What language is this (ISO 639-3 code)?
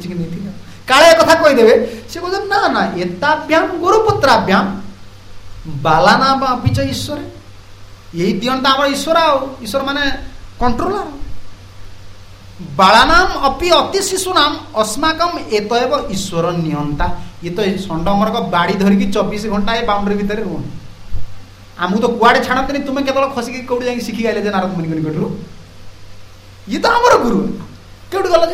ori